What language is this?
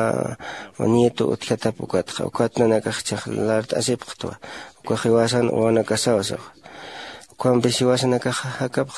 Aymara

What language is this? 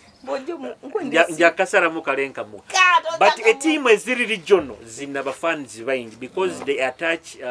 Nyoro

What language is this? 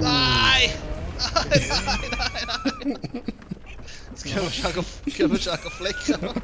Swiss German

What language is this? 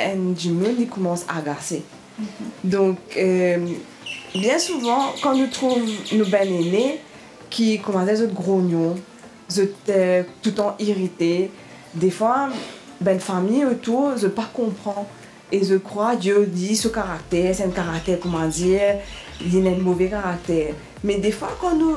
Morisyen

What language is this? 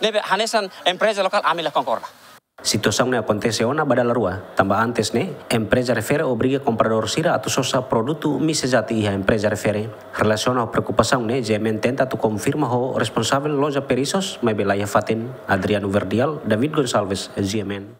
Tetum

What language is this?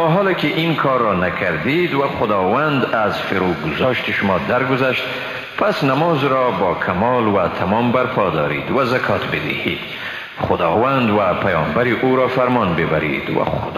Persian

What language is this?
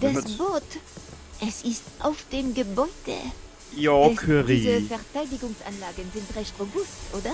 Bavarian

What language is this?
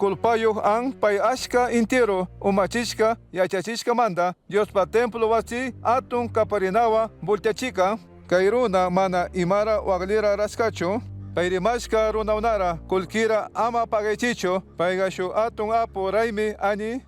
Chimborazo Highland Quichua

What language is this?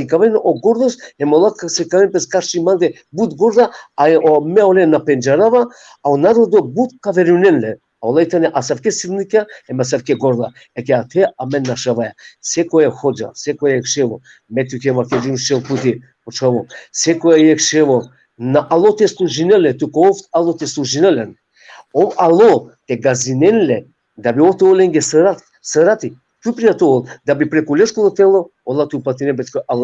Balkan Romani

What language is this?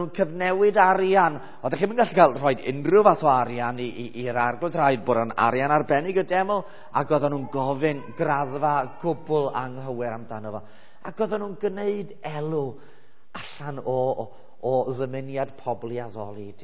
Welsh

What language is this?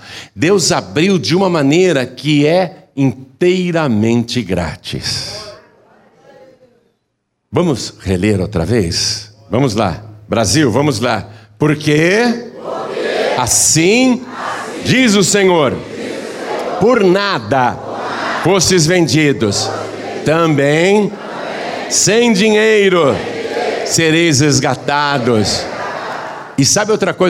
Portuguese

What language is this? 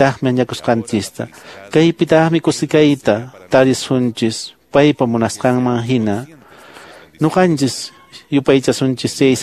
Quechua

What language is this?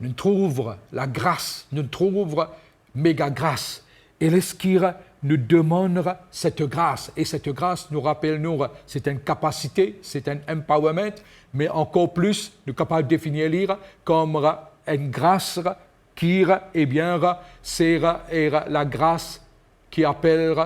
Morisyen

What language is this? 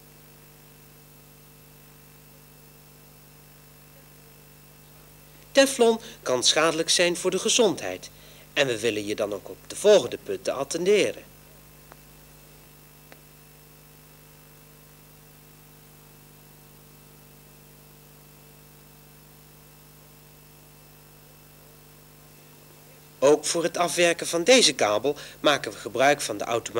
Dutch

